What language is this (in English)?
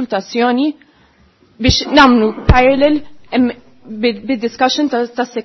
Maltese